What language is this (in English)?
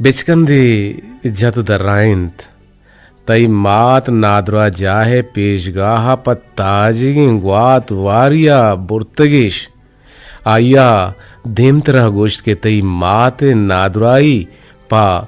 Eastern Balochi